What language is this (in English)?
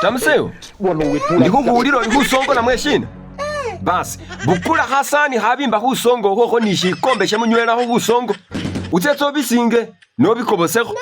Masaaba